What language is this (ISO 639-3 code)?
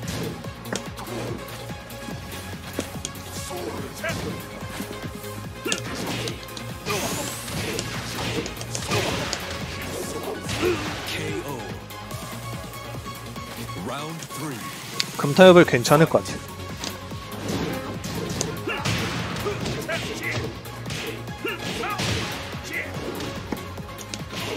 kor